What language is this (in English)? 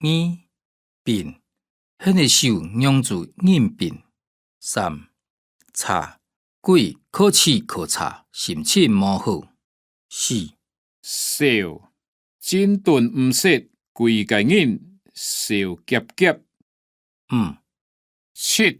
Hakka Chinese